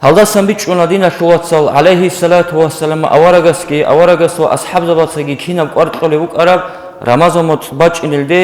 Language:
Avaric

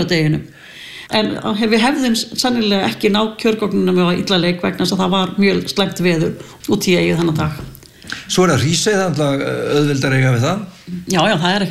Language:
Icelandic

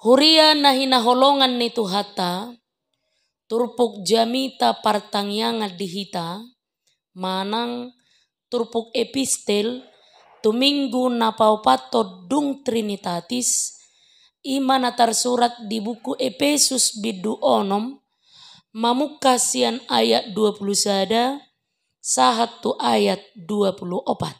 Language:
Batak Toba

